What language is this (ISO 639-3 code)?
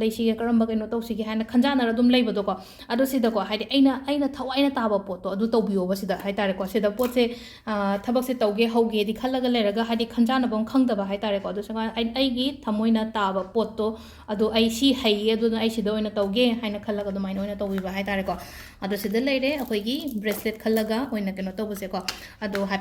mni